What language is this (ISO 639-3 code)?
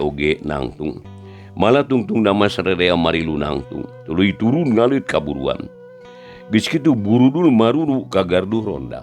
sun